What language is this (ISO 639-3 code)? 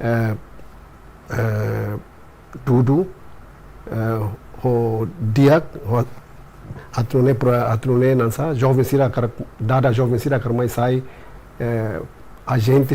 tet